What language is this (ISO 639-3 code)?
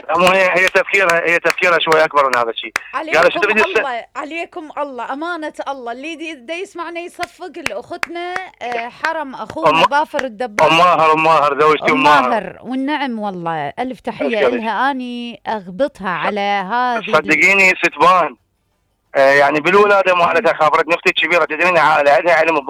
acm